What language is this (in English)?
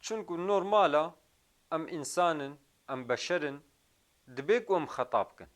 Kurdish